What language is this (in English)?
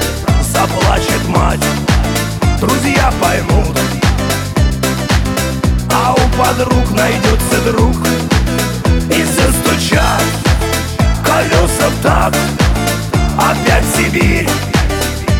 Russian